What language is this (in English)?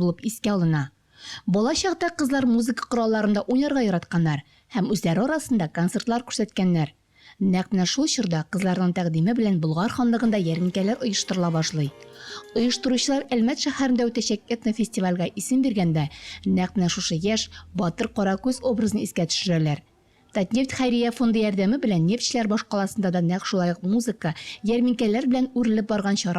Tatar